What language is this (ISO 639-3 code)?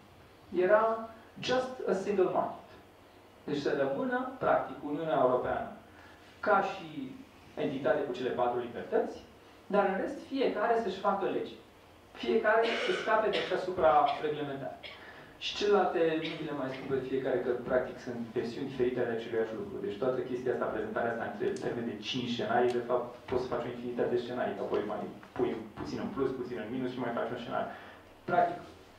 ron